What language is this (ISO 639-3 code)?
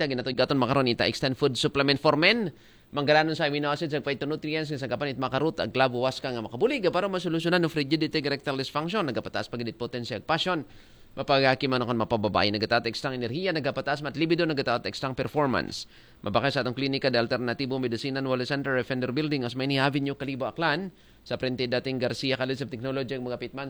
akl